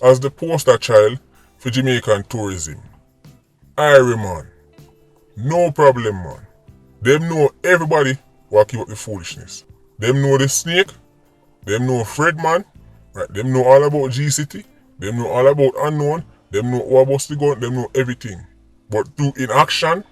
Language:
Jamaican Creole English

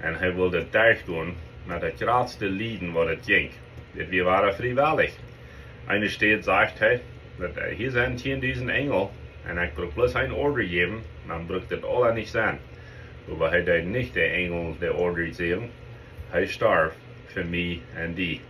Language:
Plautdietsch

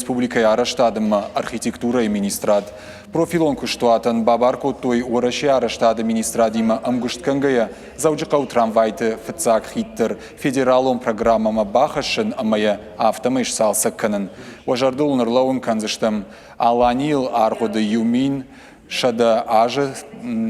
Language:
Ossetic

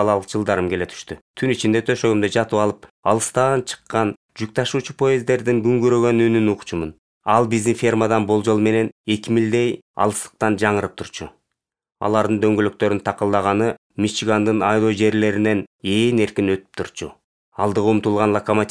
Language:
Kyrgyz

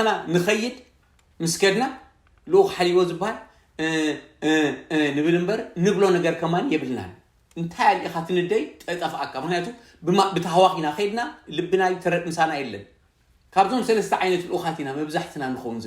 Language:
Tigrinya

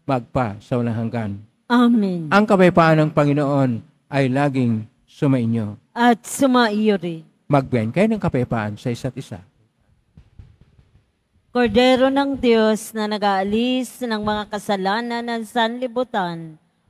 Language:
Filipino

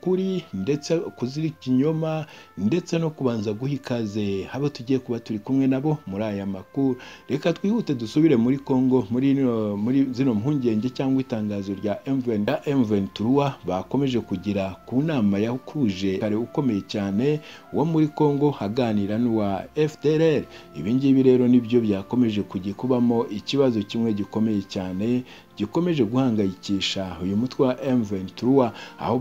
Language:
Kinyarwanda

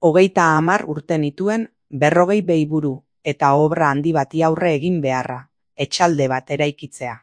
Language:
Basque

